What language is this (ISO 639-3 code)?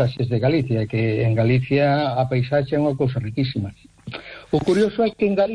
glg